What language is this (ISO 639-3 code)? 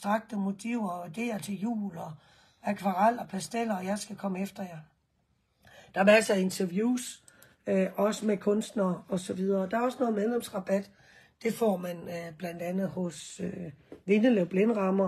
dan